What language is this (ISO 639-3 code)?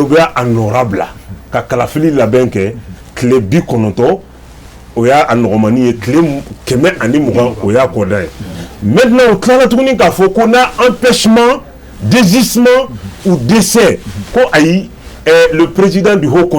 bam